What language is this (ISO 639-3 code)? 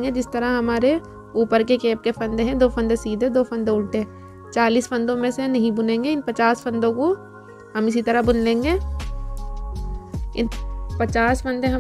hin